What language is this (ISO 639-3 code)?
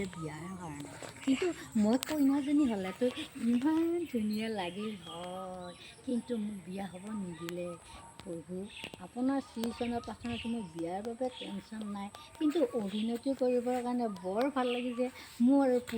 asm